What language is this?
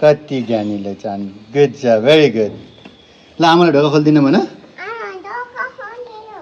Nepali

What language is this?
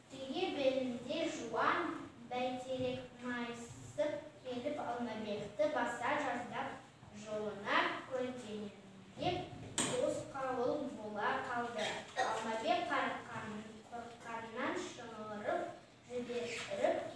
Kazakh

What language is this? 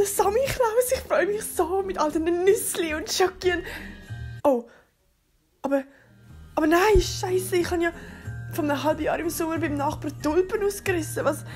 Swiss German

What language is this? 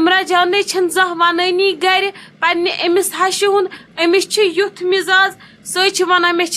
Kashmiri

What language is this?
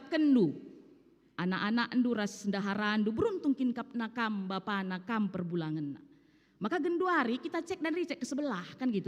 Batak Karo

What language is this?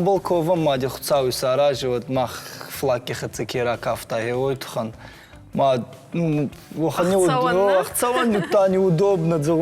Ossetic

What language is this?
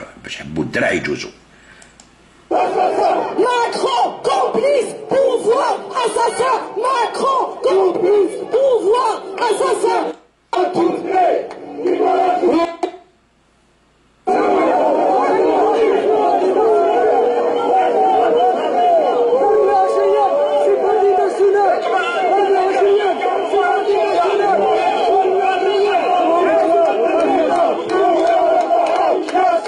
Algerian Arabic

